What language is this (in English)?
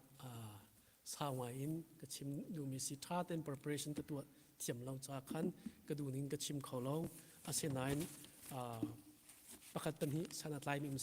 Hakha Chin